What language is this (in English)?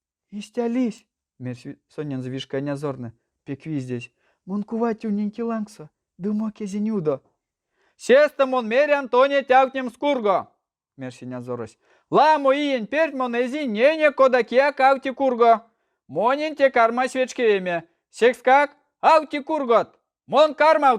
Erzya